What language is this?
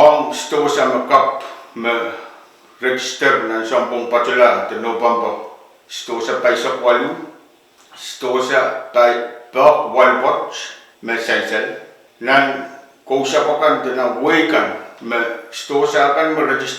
Pohnpeian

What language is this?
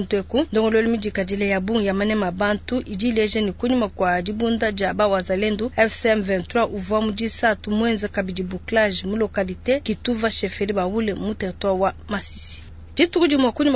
Luba-Lulua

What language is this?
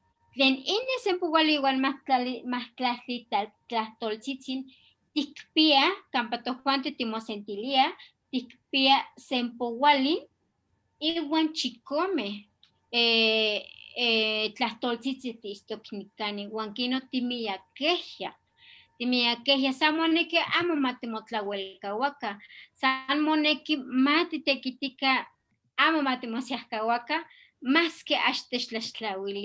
Eastern Huasteca Nahuatl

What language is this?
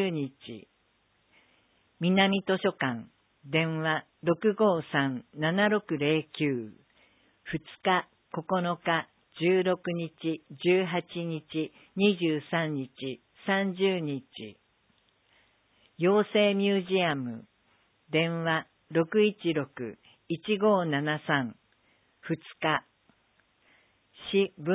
Japanese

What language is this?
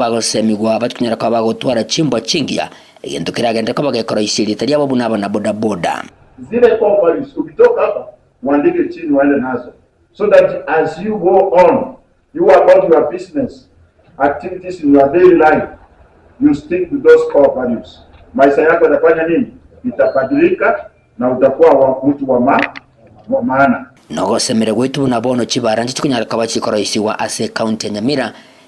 Gusii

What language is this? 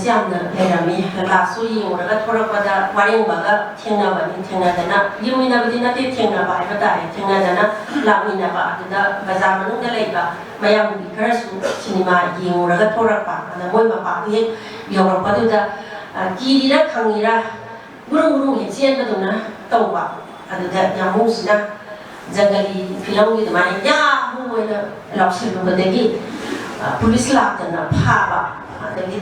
Manipuri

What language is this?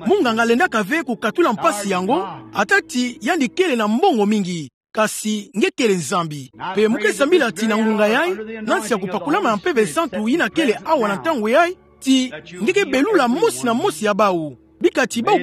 Kituba (Democratic Republic of Congo)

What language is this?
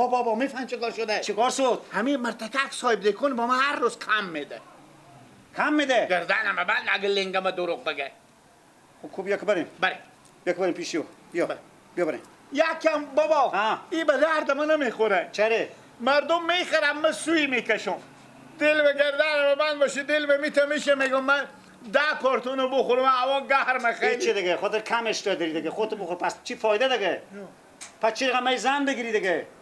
Persian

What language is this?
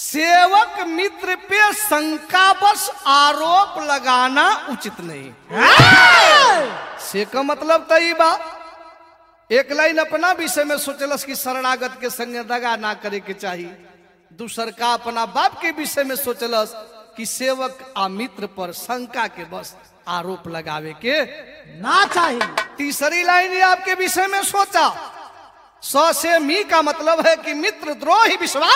Bhojpuri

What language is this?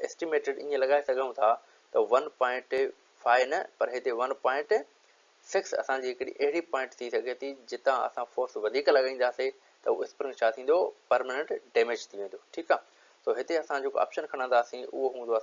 Sindhi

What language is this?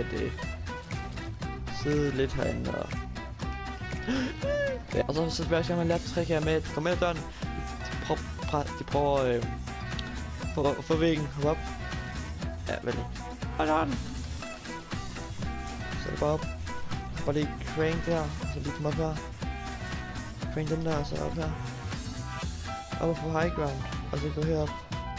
Danish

